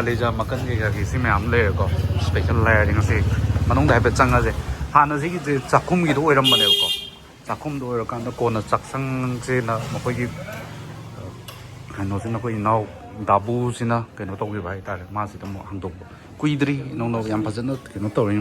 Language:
Manipuri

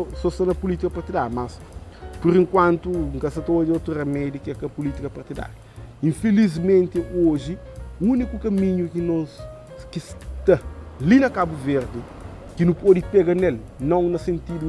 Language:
Kabuverdianu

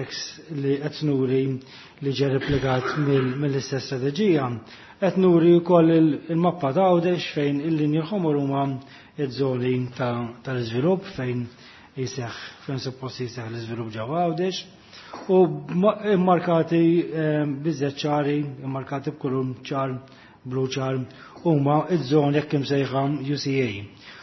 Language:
Maltese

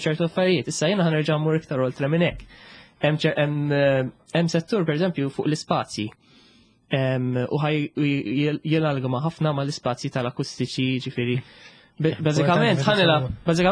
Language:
Maltese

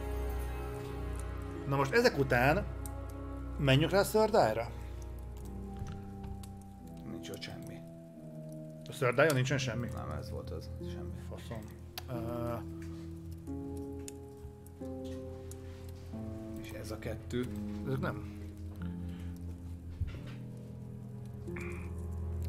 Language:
Hungarian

